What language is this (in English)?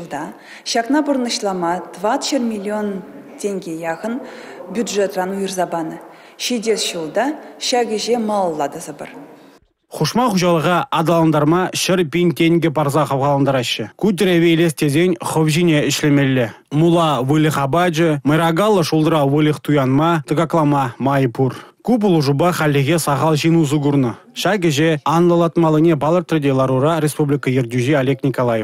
Chuvash